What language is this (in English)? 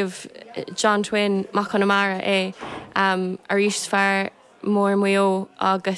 Irish